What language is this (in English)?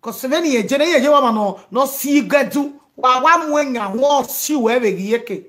Nigerian Pidgin